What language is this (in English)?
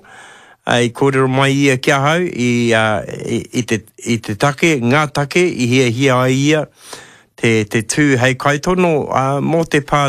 Māori